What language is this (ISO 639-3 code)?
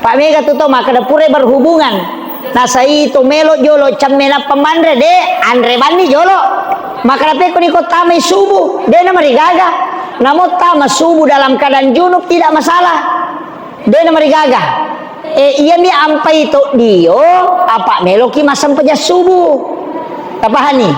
bug